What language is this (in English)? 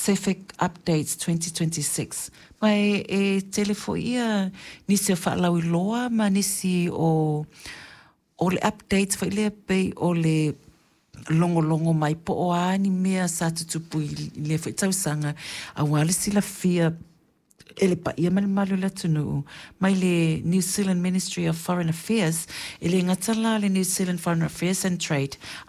Samoan